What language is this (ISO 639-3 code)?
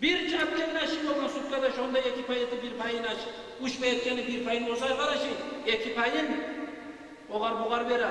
kum